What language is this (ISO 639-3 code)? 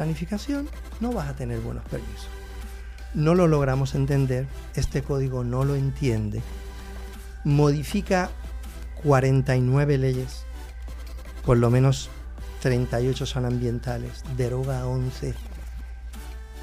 spa